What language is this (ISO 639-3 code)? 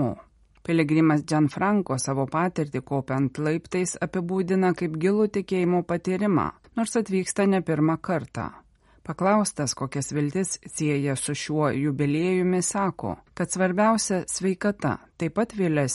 lit